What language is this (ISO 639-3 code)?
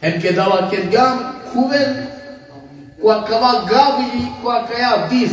rmn